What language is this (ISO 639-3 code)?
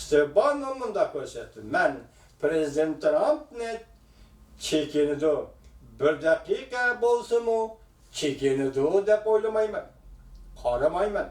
uig